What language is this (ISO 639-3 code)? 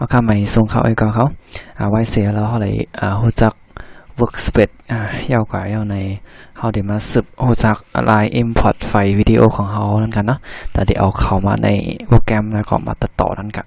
shn